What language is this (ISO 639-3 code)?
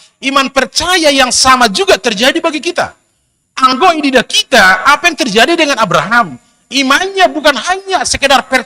bts